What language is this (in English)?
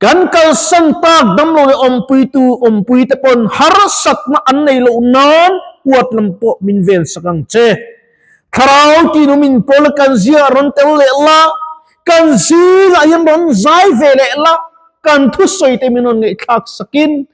Mizo